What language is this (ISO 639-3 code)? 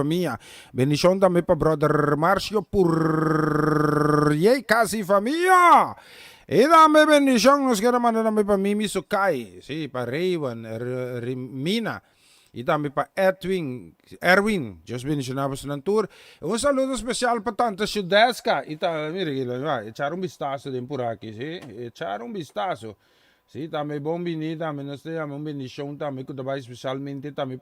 pap